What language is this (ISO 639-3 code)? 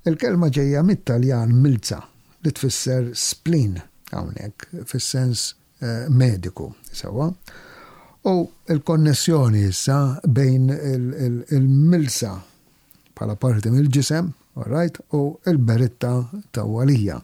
mlt